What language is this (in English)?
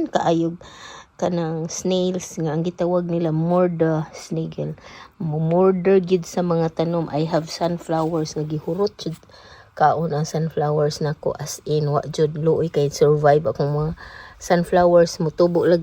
Cebuano